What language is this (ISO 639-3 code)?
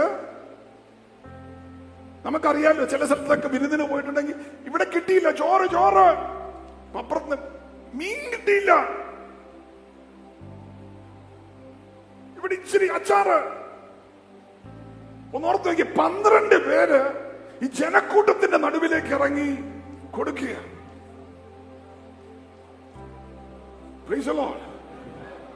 mal